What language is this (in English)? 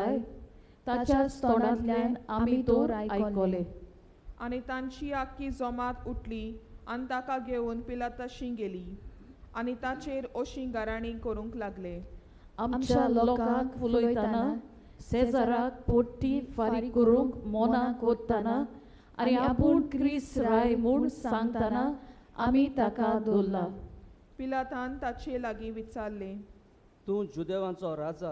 Konkani